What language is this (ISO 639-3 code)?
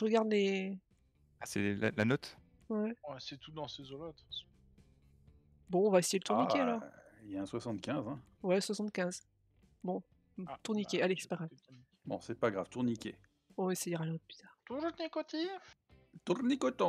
fra